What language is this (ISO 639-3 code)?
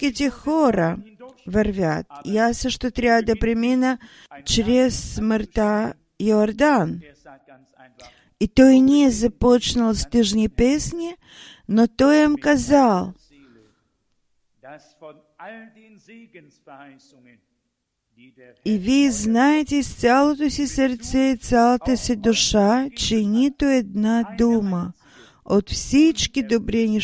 bul